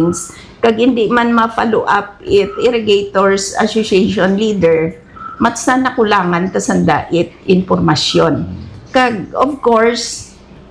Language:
Hiligaynon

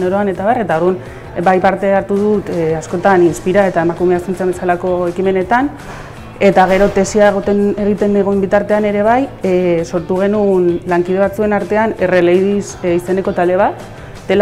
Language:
Basque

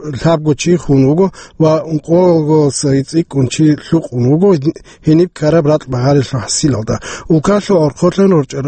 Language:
Avaric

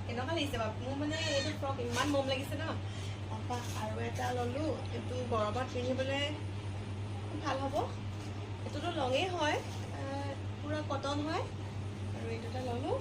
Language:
Assamese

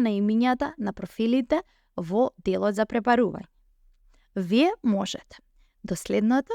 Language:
Macedonian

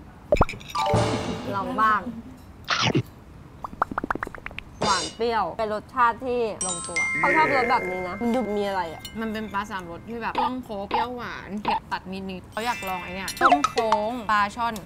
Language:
Thai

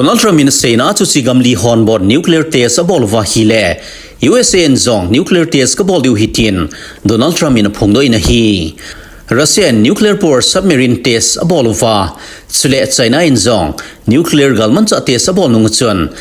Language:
Thado Chin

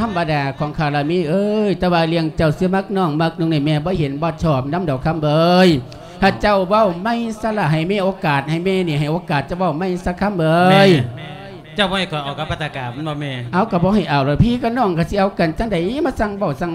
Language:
Lao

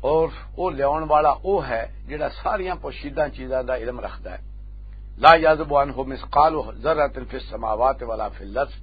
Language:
Western Panjabi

